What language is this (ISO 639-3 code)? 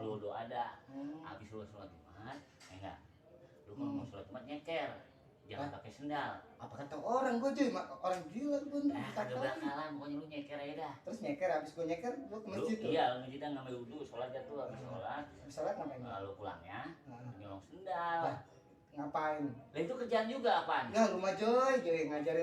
bew